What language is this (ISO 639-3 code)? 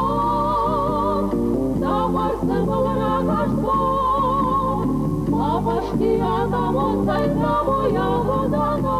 oss